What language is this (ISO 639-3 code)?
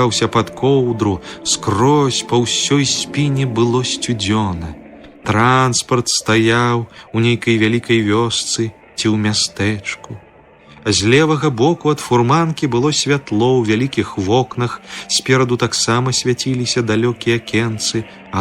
bel